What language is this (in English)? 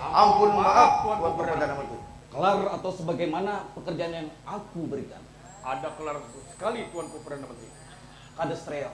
Banjar